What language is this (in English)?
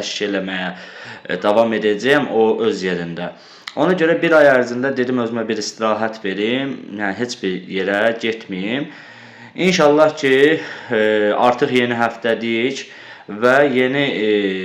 Azerbaijani